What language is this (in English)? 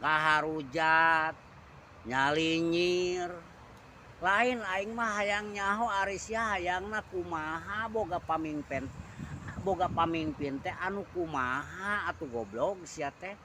Sundanese